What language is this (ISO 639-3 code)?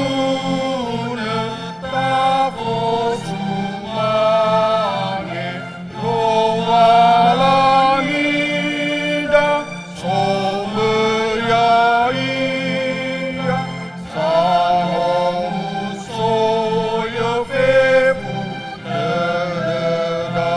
nia